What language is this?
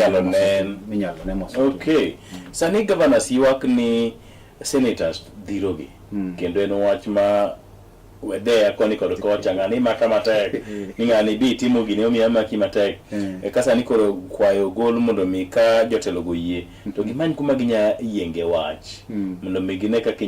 Luo (Kenya and Tanzania)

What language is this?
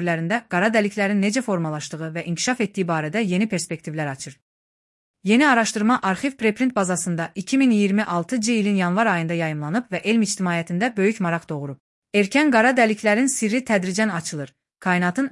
Azerbaijani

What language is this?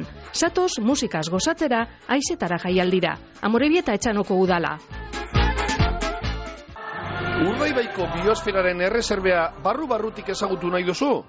Basque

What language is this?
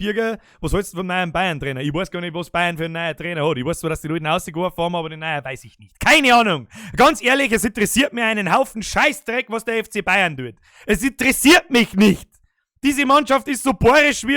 Bavarian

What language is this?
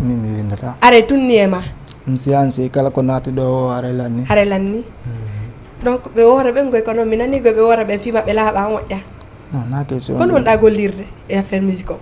Fula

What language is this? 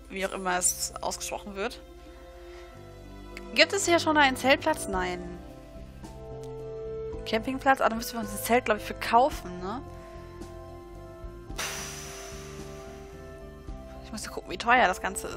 German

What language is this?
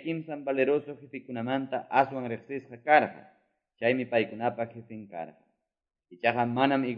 Quechua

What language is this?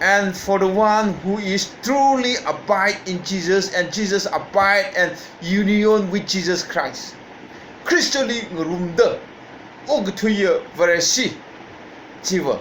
Tangkhul Naga (India)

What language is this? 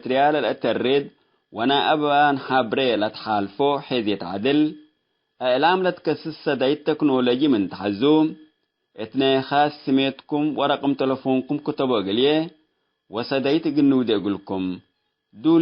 Tigre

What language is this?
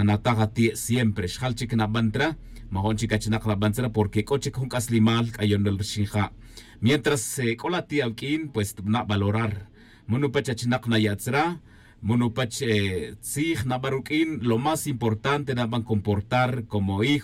Tz'utujil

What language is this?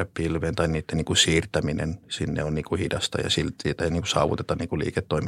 Finnish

